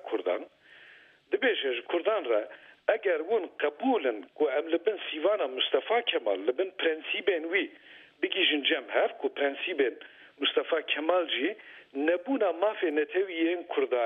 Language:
Kurdish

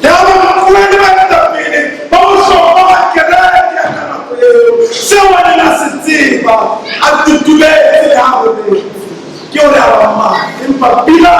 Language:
Southern Sotho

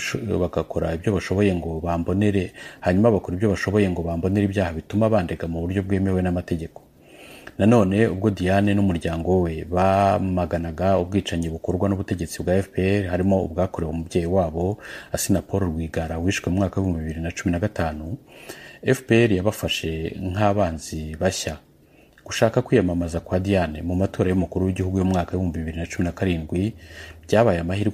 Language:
Kinyarwanda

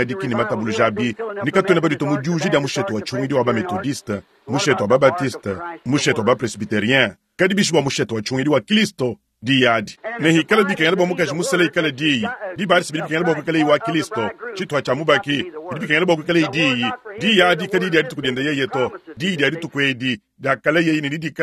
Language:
Luba-Lulua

